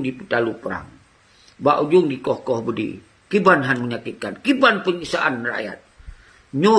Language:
Achinese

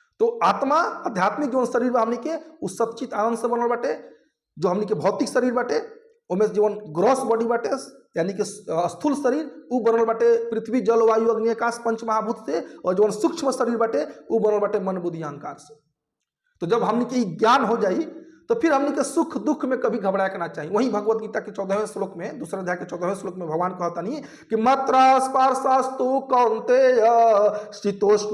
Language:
Bhojpuri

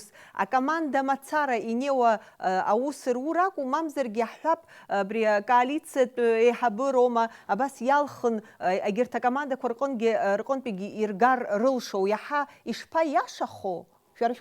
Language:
Abkhazian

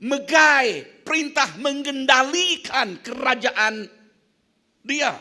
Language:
Iban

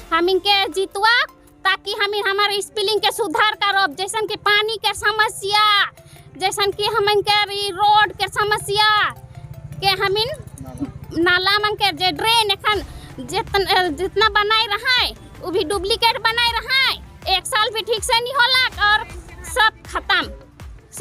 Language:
Sadri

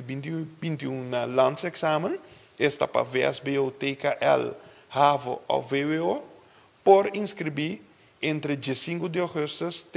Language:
Papiamento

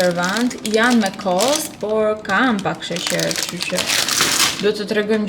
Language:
Albanian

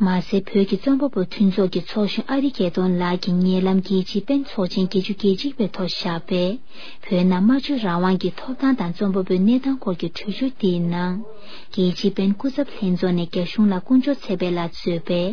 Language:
Tibetan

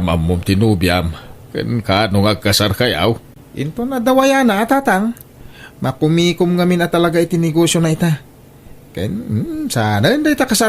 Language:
Iloko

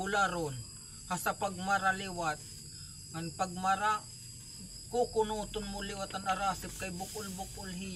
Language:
Waray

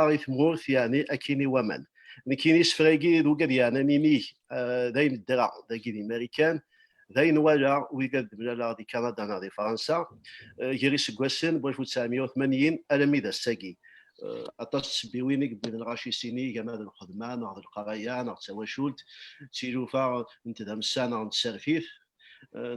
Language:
Kabyle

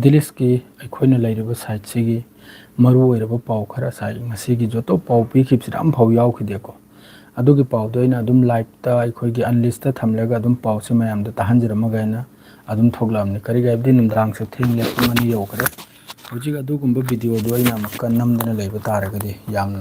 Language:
Manipuri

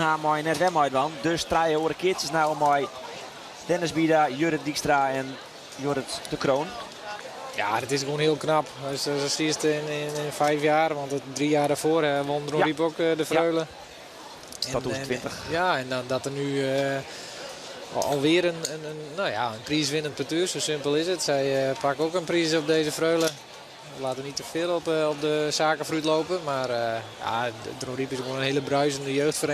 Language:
Western Frisian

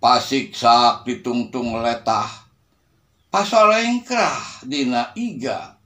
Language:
Sundanese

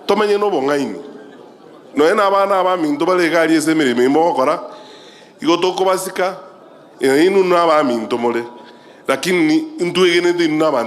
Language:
Gusii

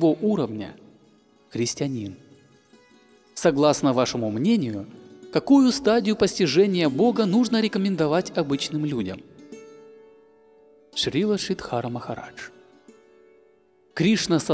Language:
Russian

